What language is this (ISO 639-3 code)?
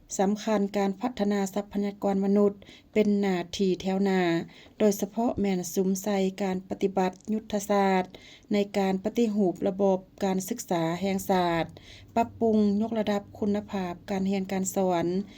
lao